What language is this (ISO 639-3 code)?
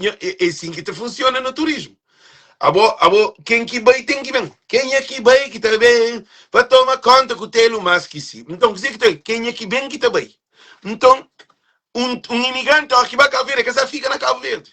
kea